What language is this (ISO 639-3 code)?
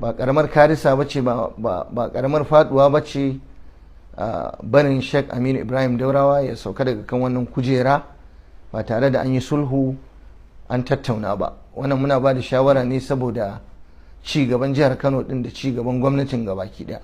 hau